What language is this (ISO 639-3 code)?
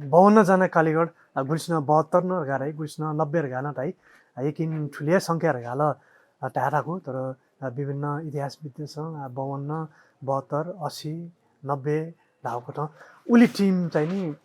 new